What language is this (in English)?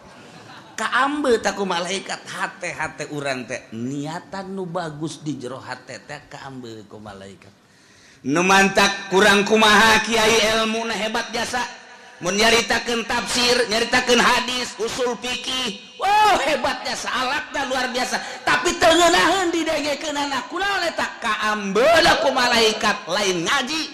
Sundanese